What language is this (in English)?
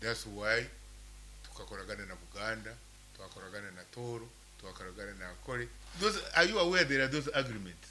Nyankole